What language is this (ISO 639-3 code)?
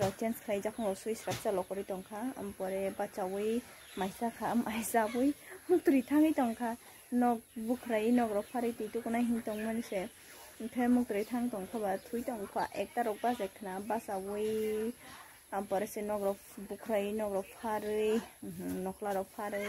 trp